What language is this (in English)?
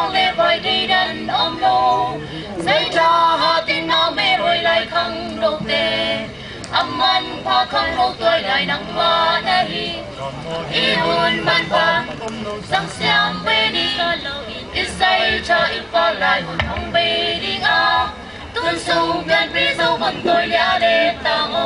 Tedim Chin